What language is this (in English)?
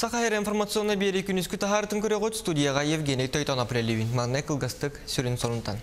Yakut